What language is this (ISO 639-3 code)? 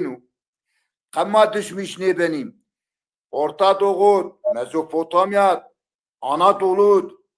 zza